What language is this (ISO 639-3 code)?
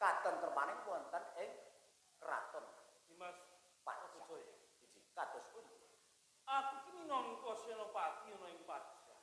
jav